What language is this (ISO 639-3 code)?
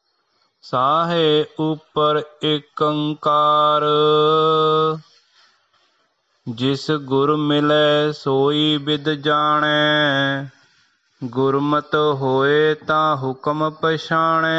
pan